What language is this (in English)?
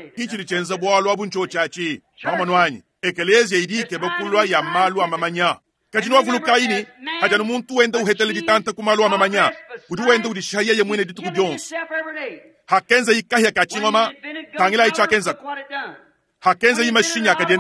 Luba-Lulua